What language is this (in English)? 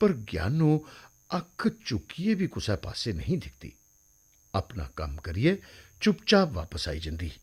Dogri